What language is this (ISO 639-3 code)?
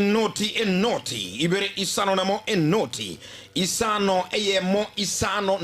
guz